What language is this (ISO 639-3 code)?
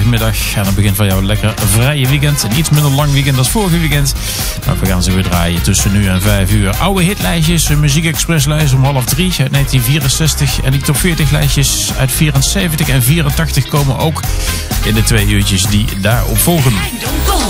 nld